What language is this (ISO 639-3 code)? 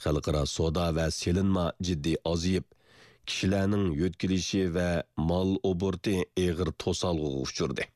uig